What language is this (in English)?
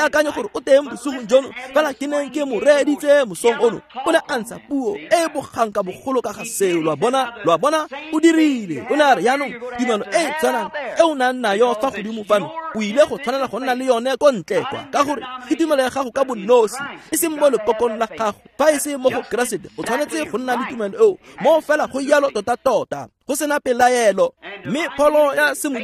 Tswana